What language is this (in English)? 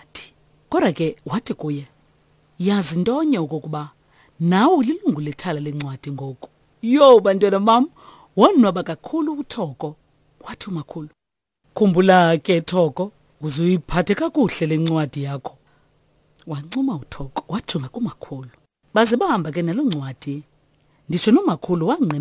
Xhosa